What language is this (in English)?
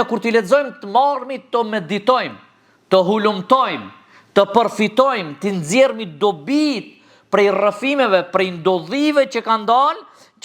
Albanian